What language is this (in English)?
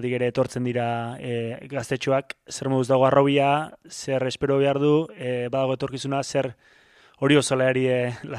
Basque